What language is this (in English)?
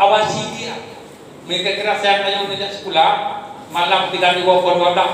Achinese